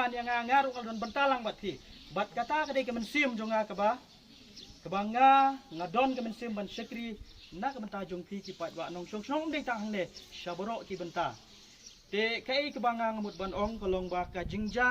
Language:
Khasi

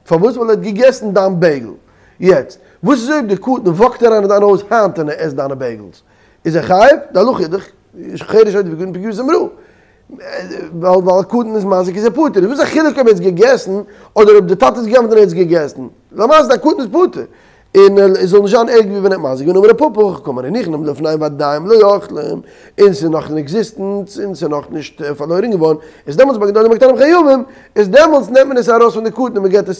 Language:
Yiddish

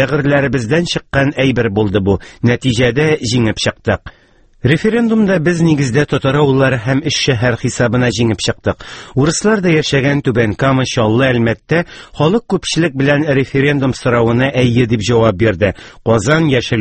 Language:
Tatar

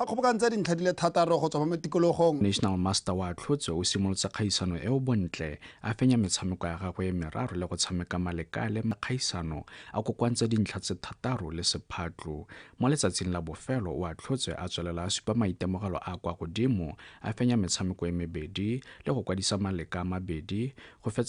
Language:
Tswana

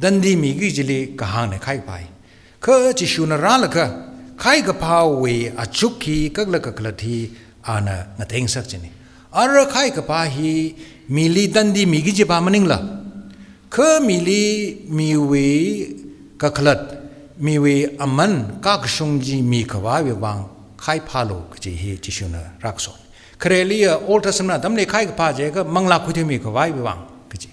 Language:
Tangkhul Naga (India)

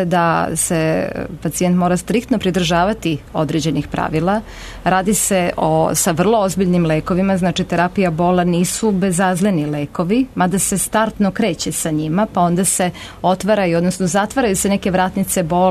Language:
Serbian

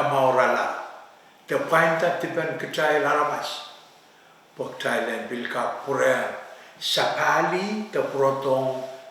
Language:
Pohnpeian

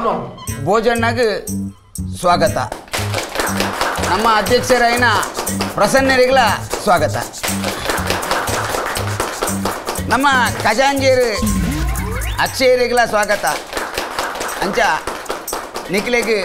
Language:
Tulu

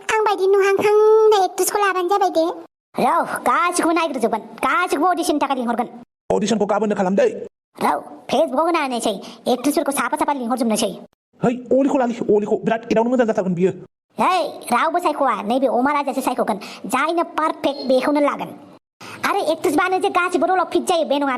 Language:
Bodo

